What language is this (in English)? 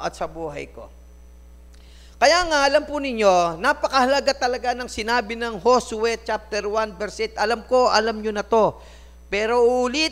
Filipino